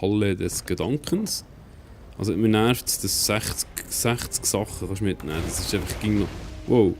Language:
Swiss German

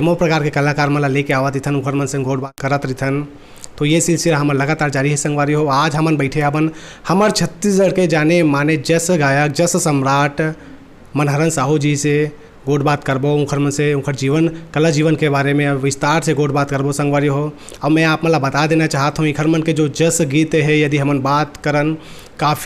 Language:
Chhattisgarhi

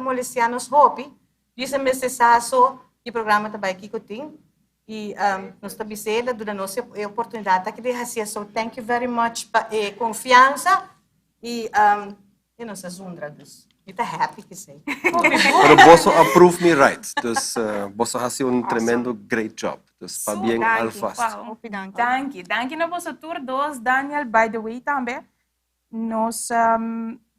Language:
Papiamento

